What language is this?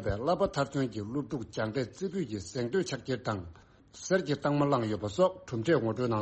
Tibetan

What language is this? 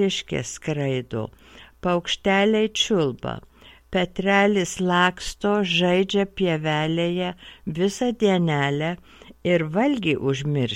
Lithuanian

